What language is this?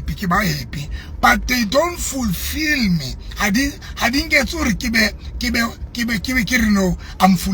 Southern Sotho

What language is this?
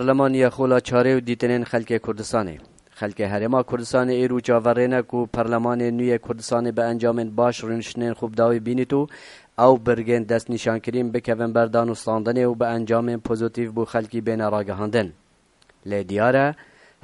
Kurdish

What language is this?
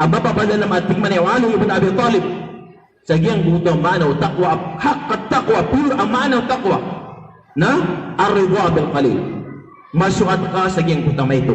Maranao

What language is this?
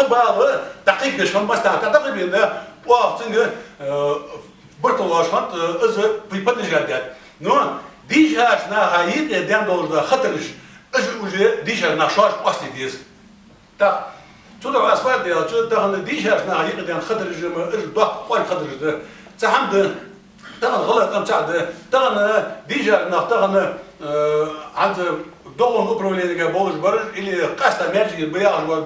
Ingush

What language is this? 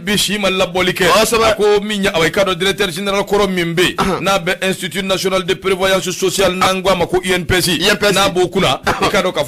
Bambara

